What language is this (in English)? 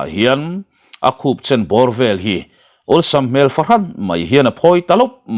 Mizo